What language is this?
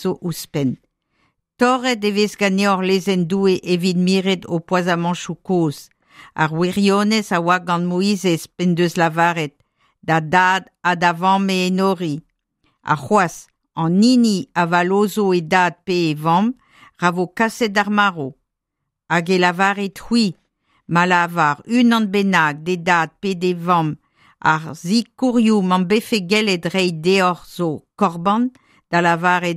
Breton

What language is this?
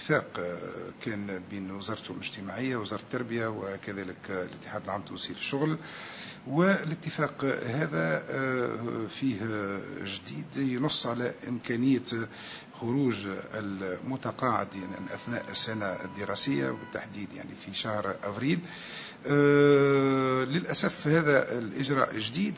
Tunisian Arabic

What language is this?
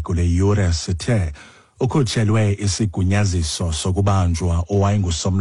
Xhosa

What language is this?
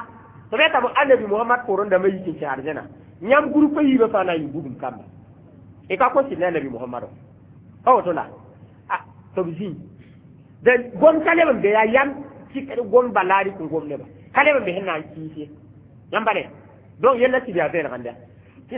Mossi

